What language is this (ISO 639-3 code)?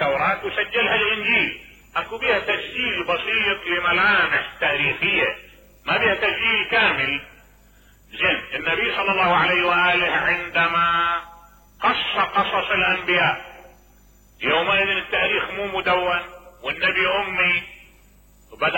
acm